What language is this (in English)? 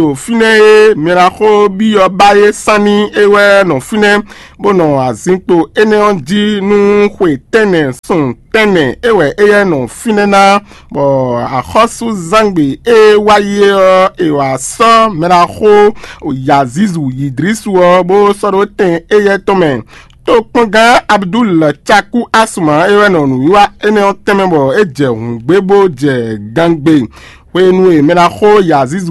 Fon